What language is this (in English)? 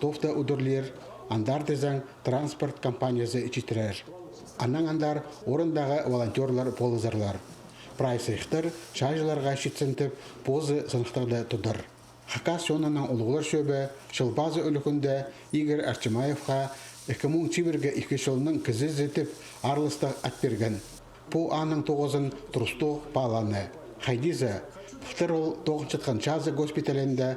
Khakas